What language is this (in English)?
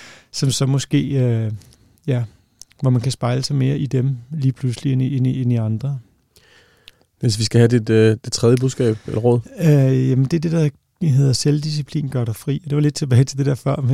Danish